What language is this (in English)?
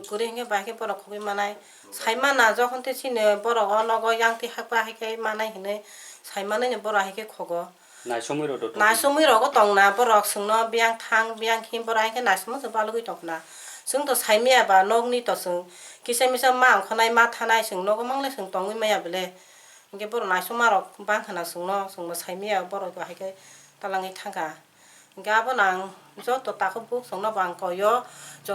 Kok Borok